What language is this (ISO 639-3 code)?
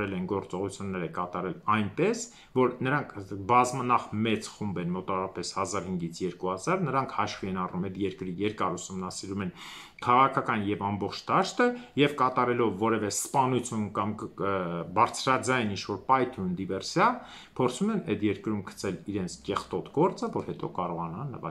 hye